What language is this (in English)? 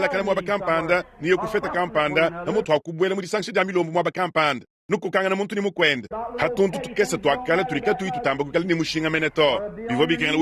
Luba-Lulua